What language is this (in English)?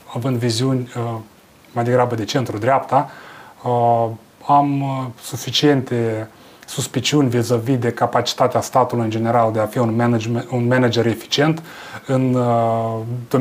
Romanian